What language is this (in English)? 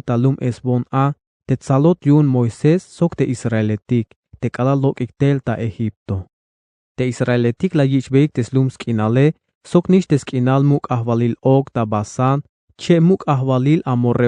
Tzeltal